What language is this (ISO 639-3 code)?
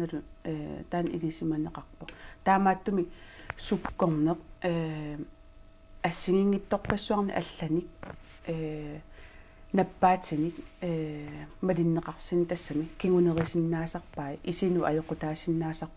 kal